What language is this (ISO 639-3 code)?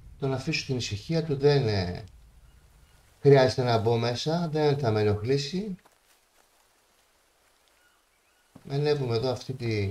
ell